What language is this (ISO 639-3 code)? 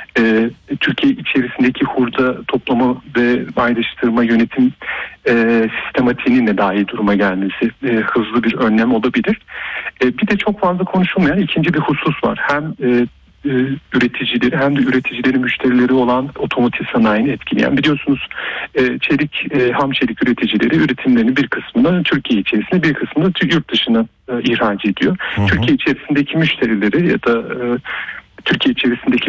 tur